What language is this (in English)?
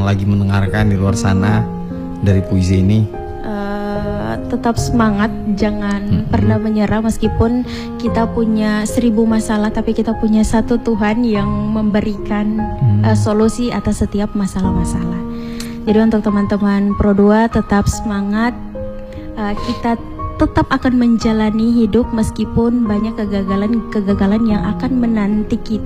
Indonesian